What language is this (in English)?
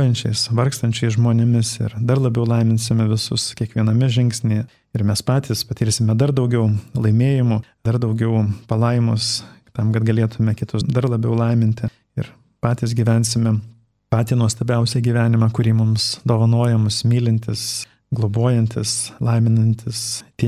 Lithuanian